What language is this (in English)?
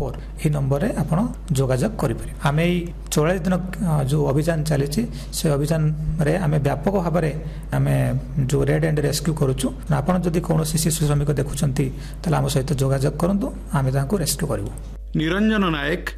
Odia